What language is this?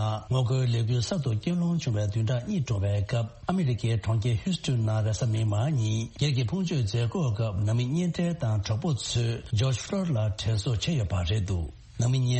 Tibetan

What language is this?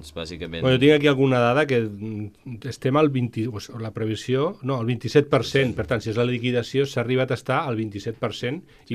Catalan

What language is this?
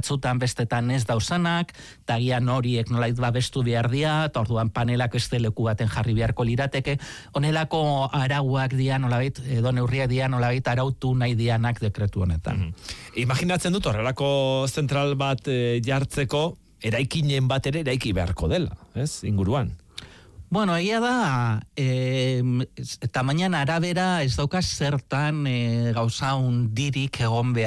Basque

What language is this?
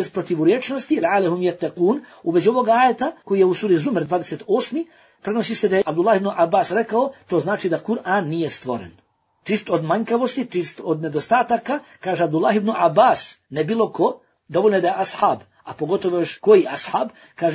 Bosnian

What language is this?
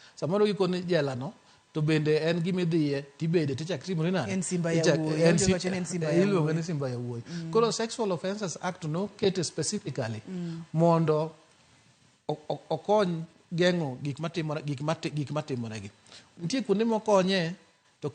Luo (Kenya and Tanzania)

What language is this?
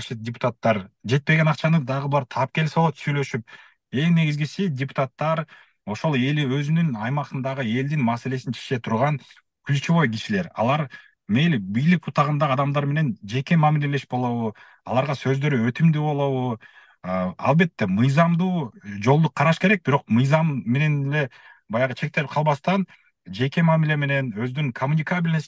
Kyrgyz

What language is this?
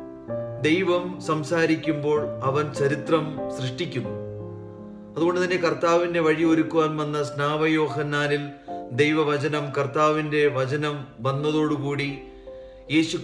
Malayalam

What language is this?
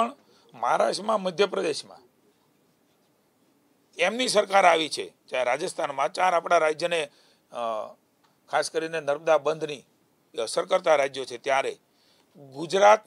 Gujarati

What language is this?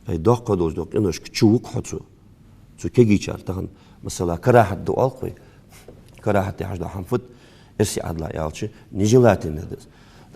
Ingush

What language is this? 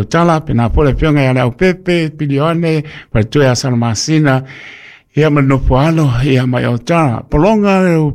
Samoan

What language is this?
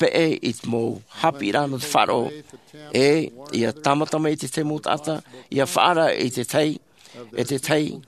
Tahitian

